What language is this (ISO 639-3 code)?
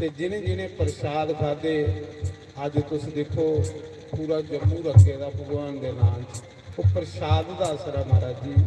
doi